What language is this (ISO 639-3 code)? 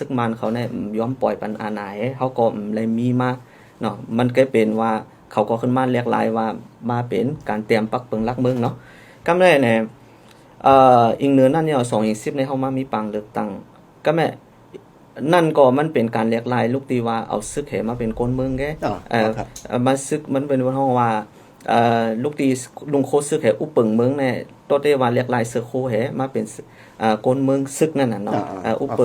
shn